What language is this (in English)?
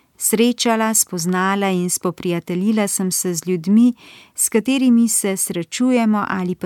Slovenian